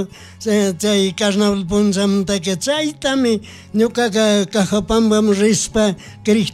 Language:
Chimborazo Highland Quichua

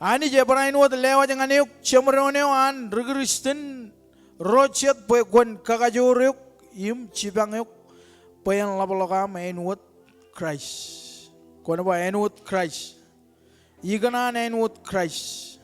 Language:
Marshallese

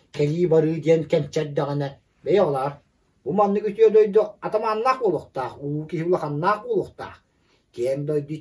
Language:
Yakut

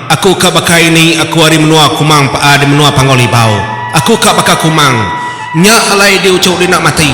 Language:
Iban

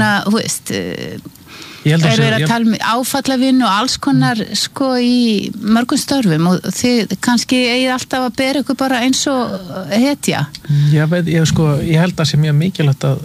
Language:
Icelandic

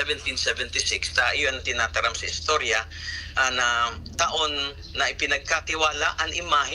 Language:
Bikol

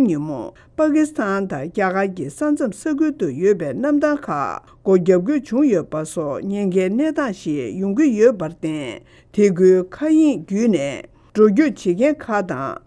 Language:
Tibetan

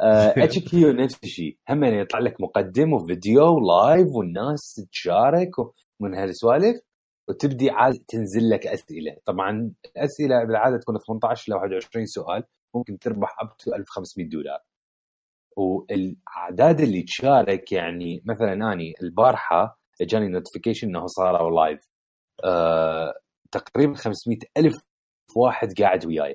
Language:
Mesopotamian Arabic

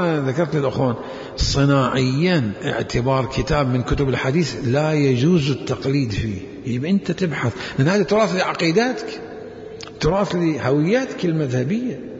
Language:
Mesopotamian Arabic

